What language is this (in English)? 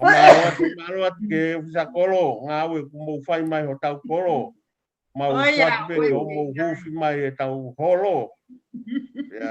Tongan